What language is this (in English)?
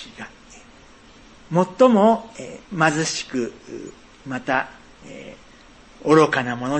Japanese